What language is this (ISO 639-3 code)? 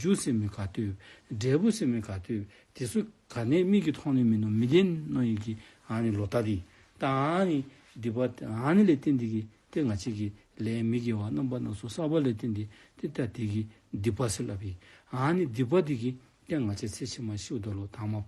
dzo